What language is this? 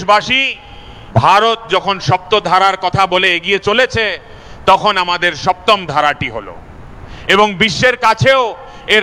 Bangla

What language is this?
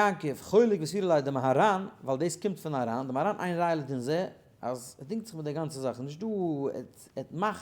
Yiddish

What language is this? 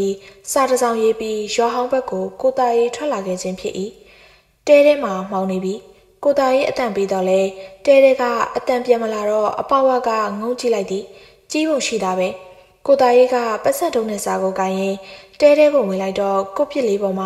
Burmese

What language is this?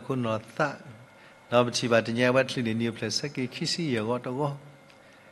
S'gaw Karen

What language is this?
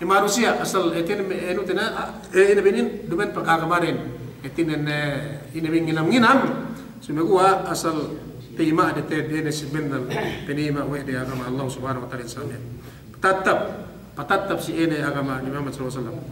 Yakan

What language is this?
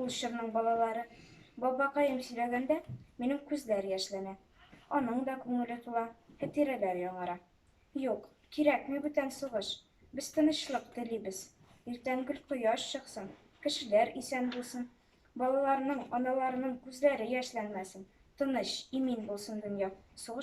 Tatar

